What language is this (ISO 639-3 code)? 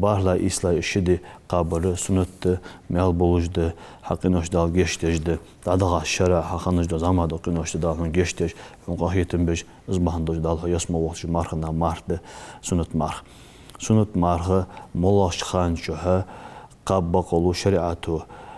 inh